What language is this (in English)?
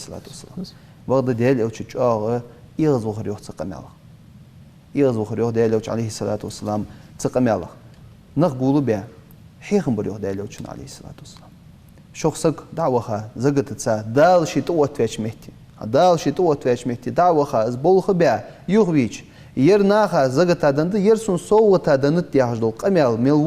Ingush